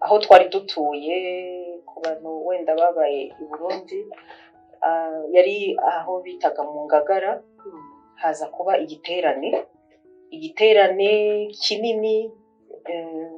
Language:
Kinyarwanda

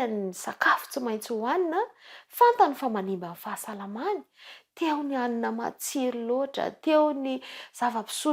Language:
Malagasy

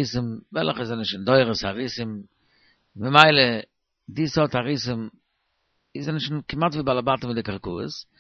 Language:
Yiddish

